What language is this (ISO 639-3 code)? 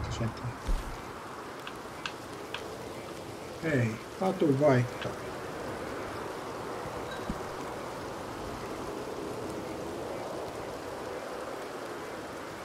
fin